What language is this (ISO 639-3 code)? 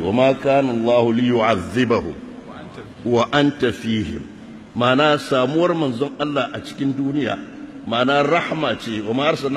hau